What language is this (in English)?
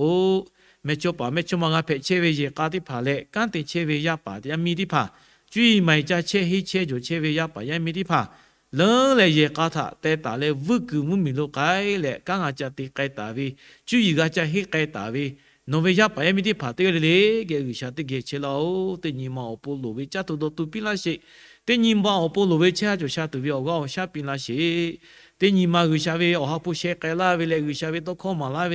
Lahu